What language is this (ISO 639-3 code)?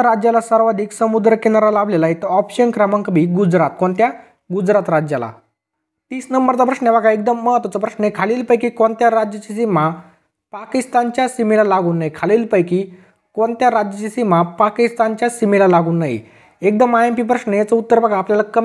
mar